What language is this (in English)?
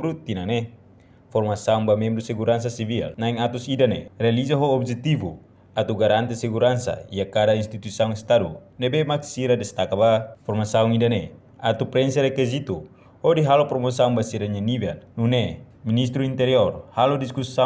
Tetum